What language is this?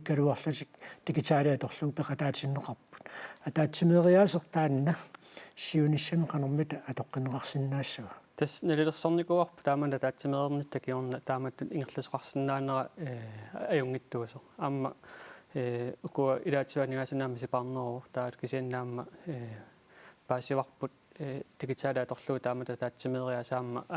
Kalaallisut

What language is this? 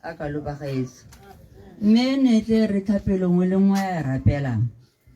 Tswana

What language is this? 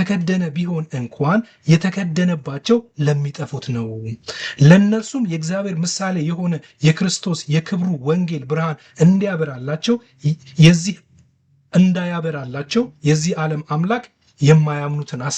Amharic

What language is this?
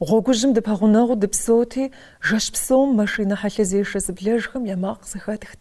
Kabardian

